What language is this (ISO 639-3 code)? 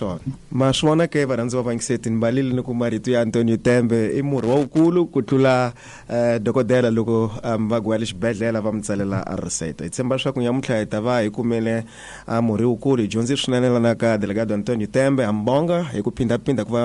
tso